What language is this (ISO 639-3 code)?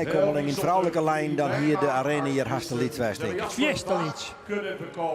fry